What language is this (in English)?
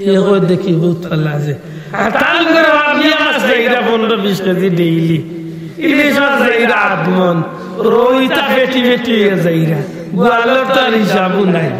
Sylheti